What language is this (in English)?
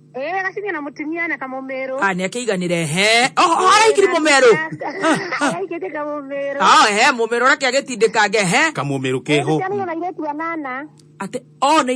Kikuyu